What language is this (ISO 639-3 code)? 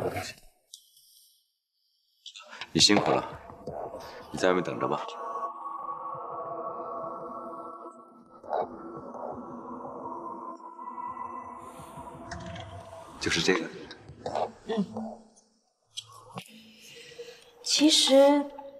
zho